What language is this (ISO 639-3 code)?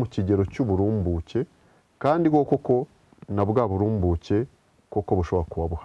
kin